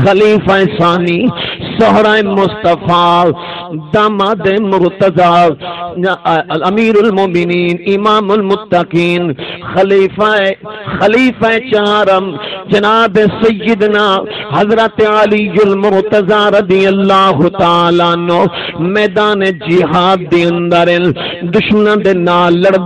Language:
Saraiki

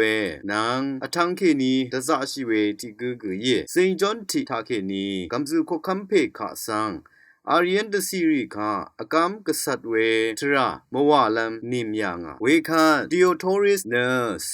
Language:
Rawang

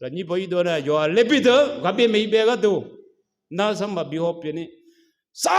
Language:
Akha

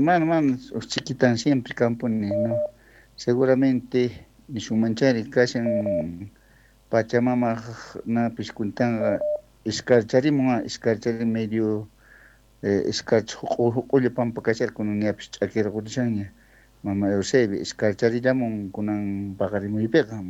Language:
South Bolivian Quechua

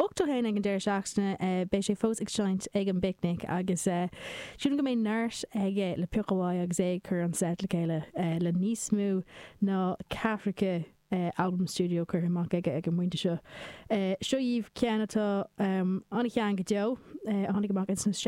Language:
Irish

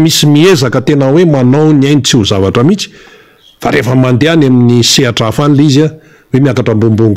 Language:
Malagasy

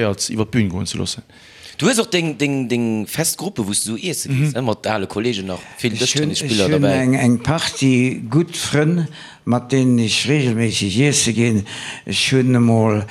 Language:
Luxembourgish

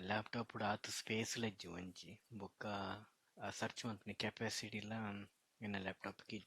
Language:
Tulu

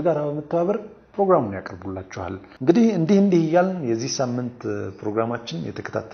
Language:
Amharic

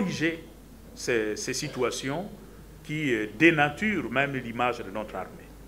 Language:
French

